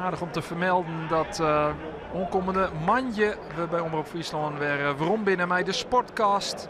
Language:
Western Frisian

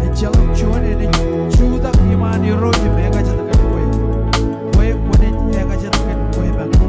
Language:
Marshallese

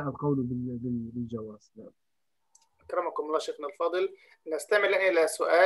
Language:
Arabic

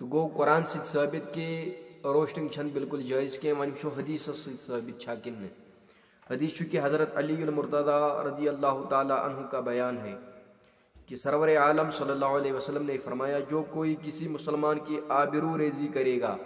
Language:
Kashmiri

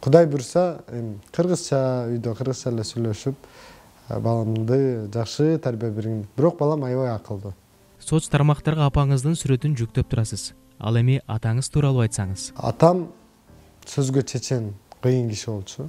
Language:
Kyrgyz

